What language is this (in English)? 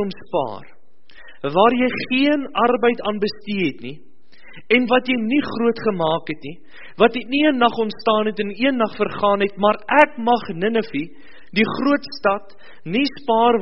Afrikaans